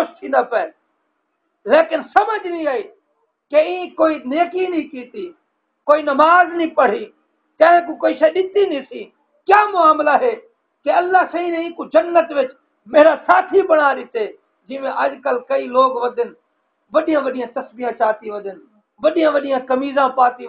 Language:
Saraiki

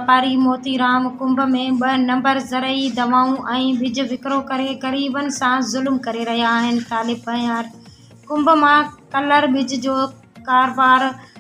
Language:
Sindhi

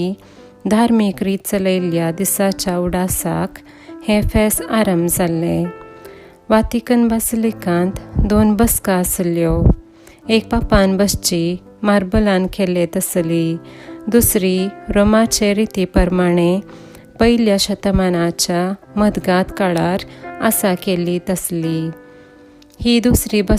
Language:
Konkani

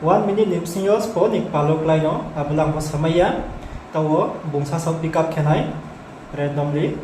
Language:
Riang (India)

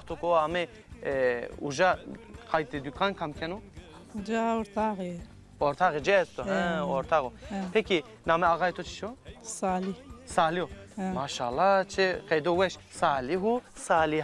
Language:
Zaza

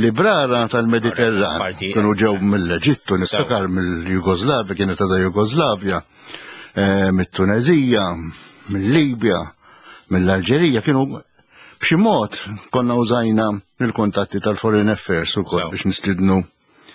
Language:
Maltese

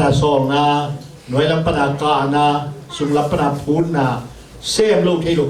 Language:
Tedim Chin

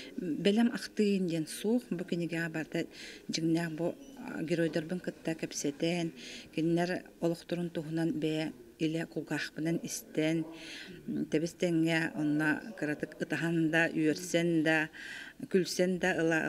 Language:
Yakut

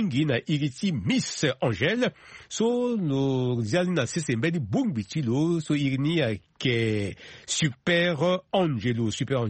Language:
Sango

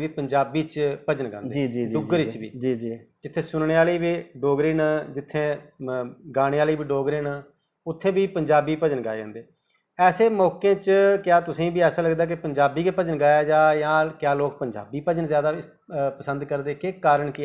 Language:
Dogri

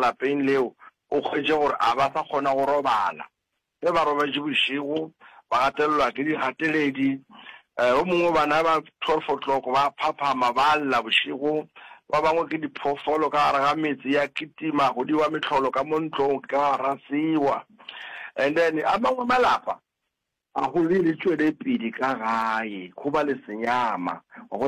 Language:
Northern Sotho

